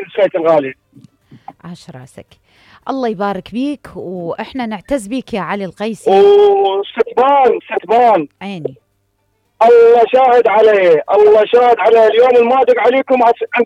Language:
Mesopotamian Arabic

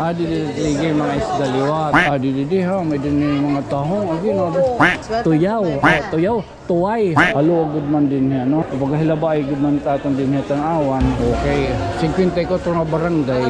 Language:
Waray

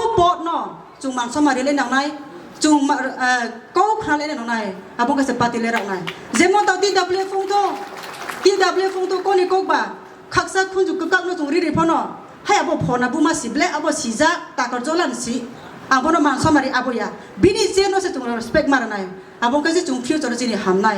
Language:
Kok Borok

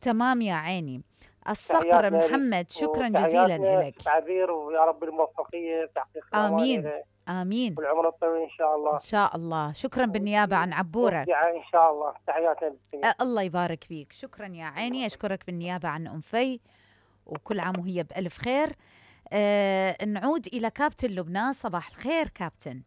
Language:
Mesopotamian Arabic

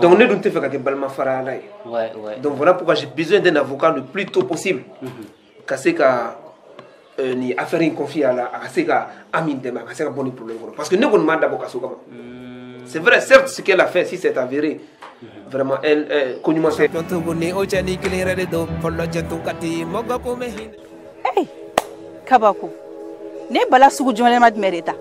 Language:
Bambara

